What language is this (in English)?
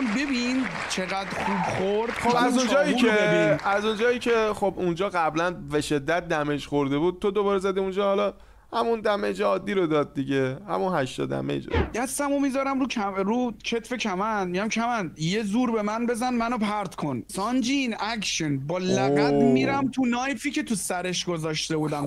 Persian